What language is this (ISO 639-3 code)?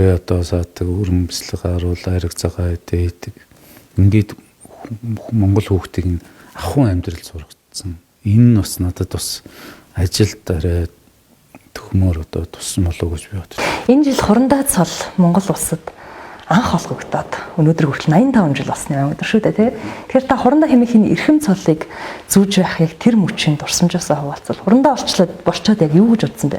mon